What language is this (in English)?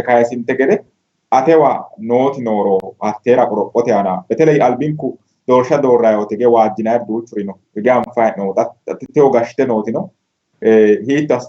Sidamo